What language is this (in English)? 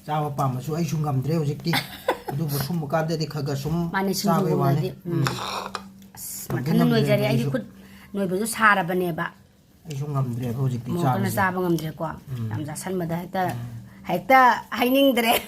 Manipuri